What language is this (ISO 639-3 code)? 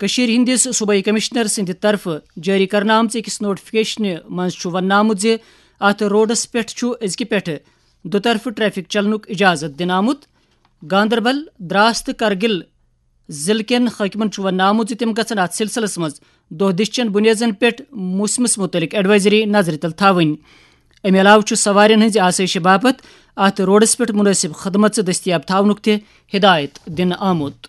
kas